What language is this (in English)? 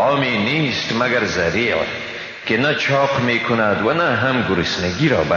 Persian